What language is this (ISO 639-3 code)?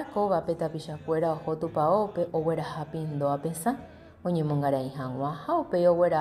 grn